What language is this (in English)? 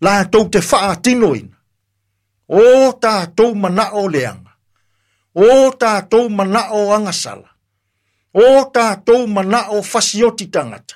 Samoan